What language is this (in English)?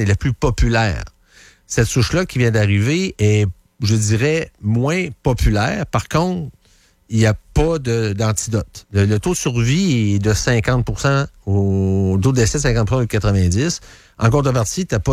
French